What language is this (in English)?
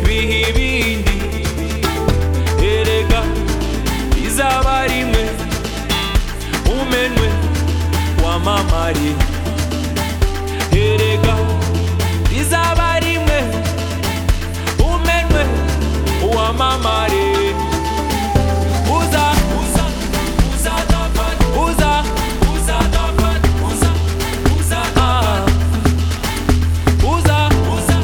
Kinyarwanda